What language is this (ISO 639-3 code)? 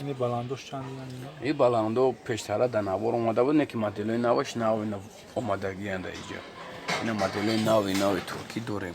tgk